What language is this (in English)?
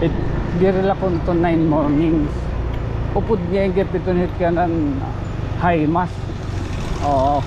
Waray